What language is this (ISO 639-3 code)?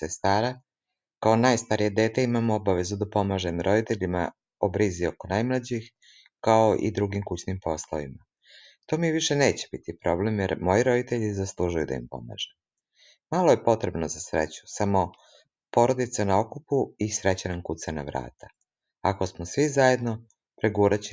srp